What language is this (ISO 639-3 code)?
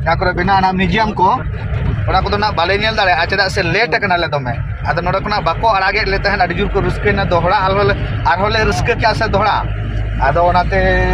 sat